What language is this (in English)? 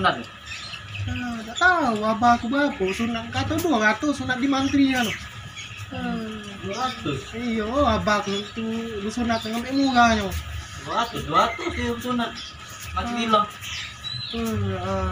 Musi